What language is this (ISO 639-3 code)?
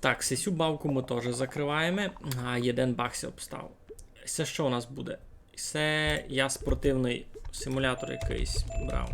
rue